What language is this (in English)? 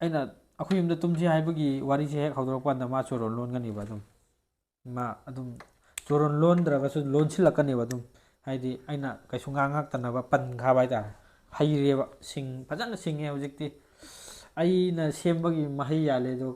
Manipuri